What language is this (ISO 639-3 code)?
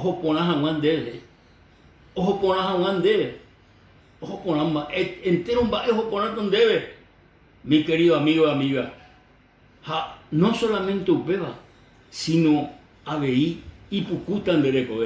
grn